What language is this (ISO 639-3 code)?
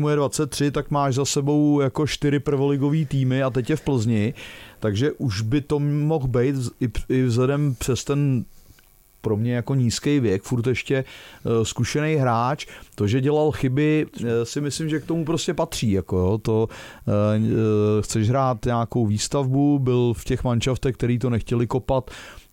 ces